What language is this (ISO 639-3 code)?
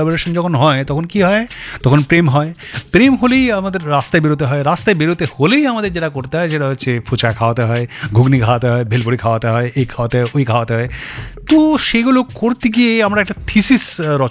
ben